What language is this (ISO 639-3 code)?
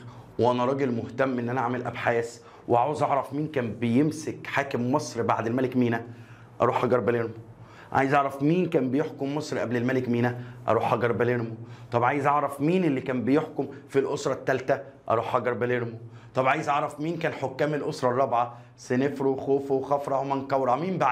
arz